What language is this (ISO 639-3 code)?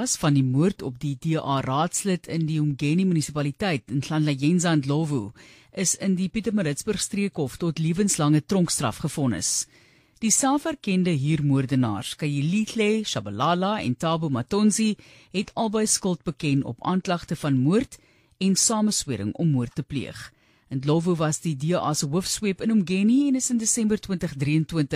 afr